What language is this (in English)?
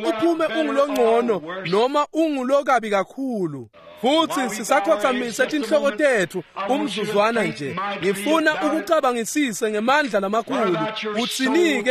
Swati